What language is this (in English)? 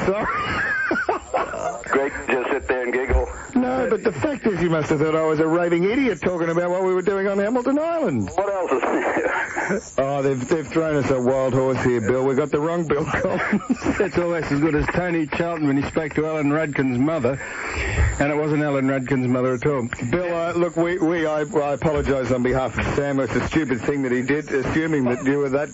English